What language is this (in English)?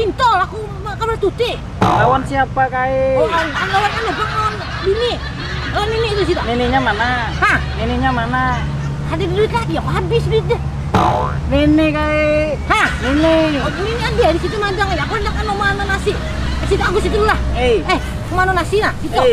Banjar